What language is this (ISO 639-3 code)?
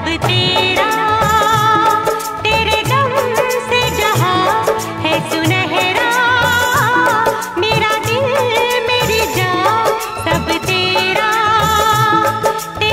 hin